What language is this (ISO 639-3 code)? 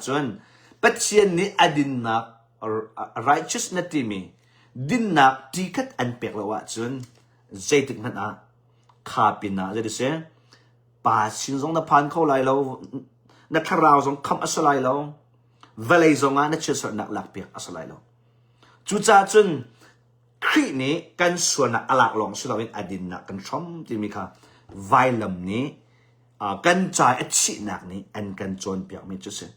cnh